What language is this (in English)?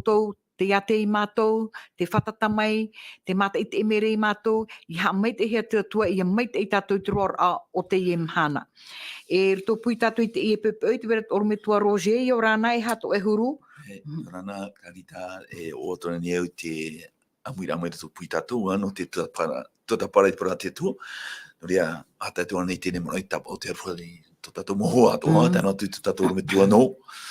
Tahitian